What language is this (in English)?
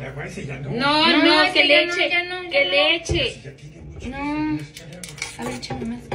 Spanish